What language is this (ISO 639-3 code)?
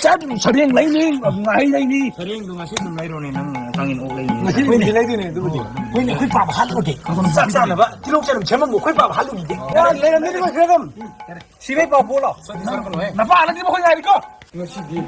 mni